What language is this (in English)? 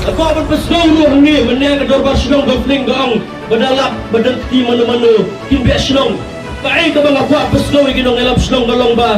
Khasi